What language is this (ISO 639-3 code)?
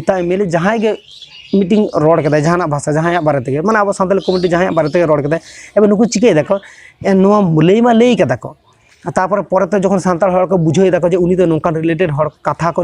sat